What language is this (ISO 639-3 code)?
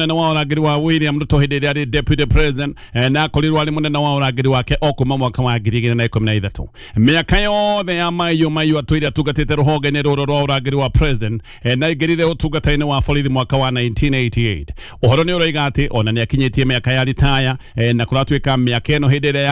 kik